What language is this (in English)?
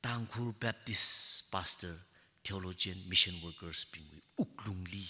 Tangkhul Naga (India)